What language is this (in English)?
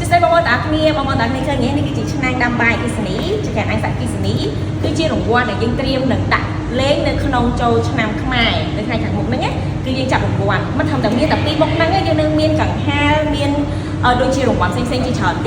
Khmer